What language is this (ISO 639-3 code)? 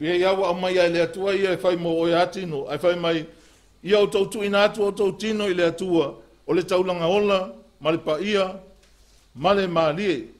smo